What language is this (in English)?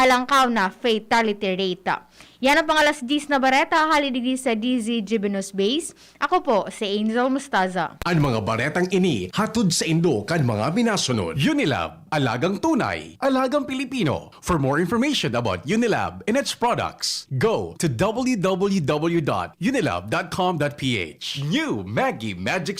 Bikol